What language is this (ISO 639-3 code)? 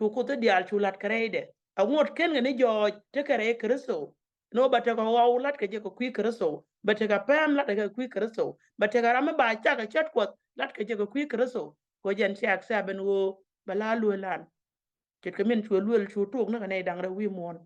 nus